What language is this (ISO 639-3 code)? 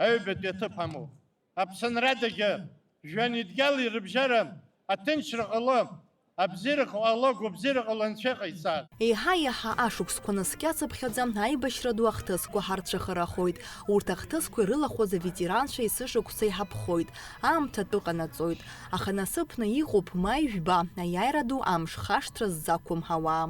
abk